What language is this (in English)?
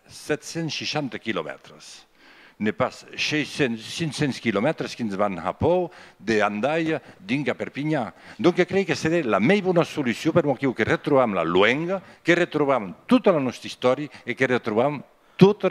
Occitan